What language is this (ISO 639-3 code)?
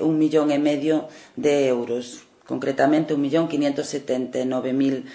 glg